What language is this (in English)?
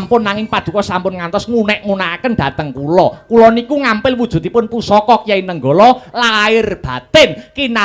Javanese